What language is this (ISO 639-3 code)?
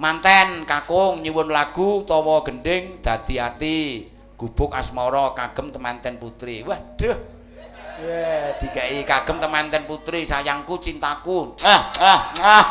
jav